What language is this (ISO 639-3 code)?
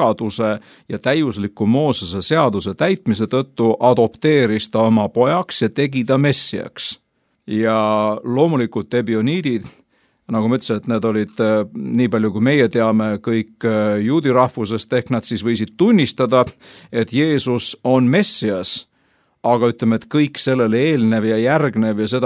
est